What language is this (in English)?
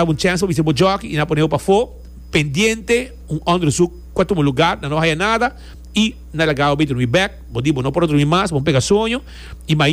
Papiamento